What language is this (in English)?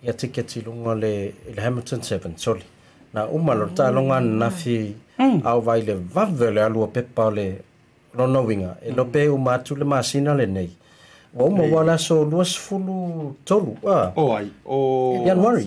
Samoan